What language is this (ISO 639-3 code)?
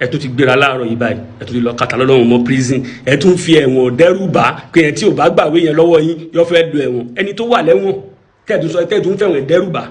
yor